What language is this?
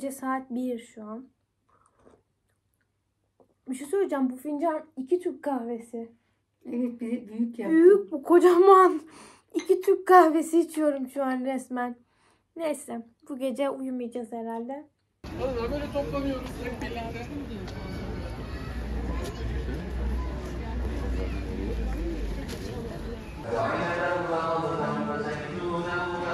Turkish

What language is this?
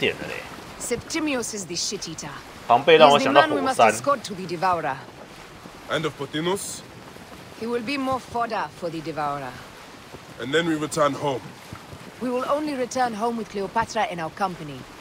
Chinese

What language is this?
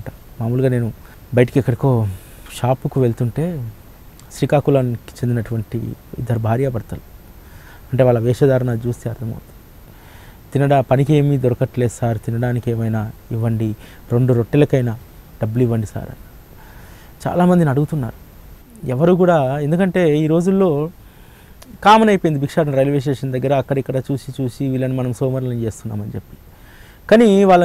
Telugu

